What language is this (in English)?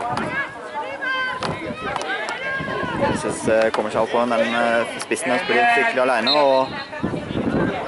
Norwegian